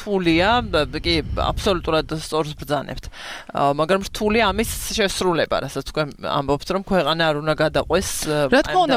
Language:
Georgian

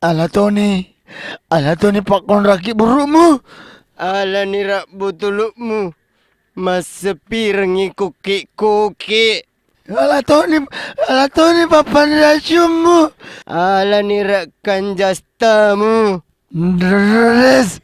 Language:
Buginese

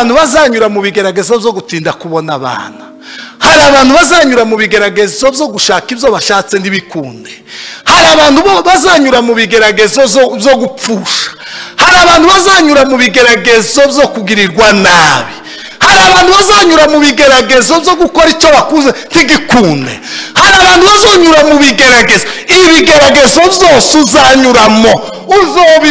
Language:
Kinyarwanda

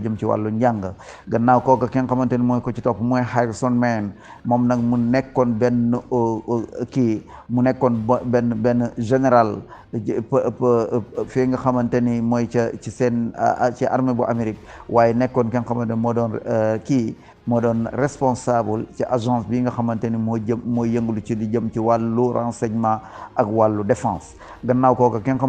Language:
Wolof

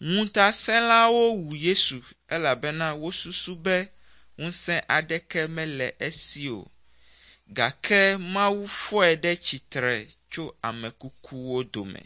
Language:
Ewe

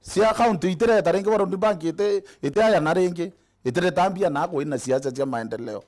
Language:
Meru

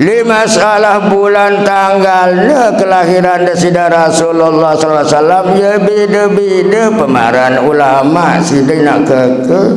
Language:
Sasak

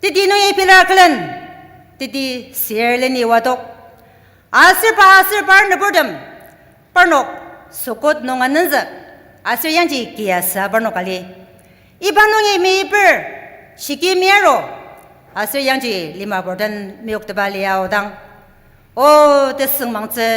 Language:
Ao Naga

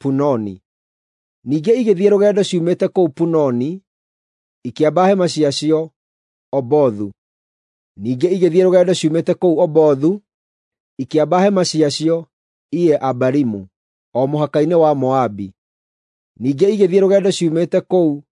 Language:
Kikuyu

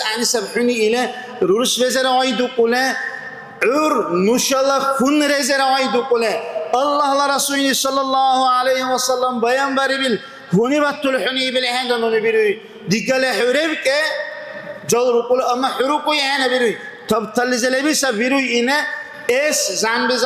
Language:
Dargwa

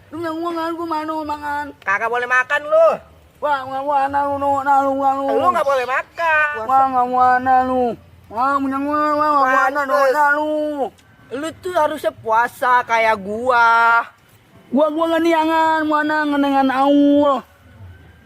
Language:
Betawi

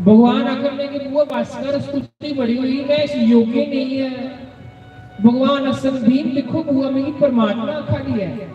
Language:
Dogri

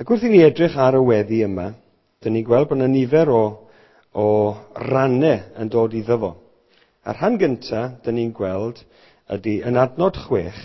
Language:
Welsh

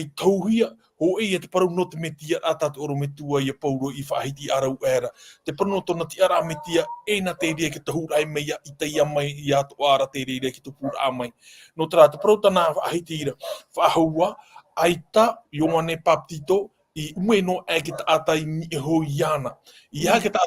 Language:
Tahitian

